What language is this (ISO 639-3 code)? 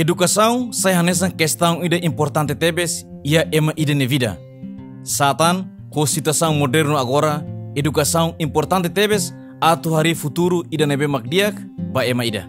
tet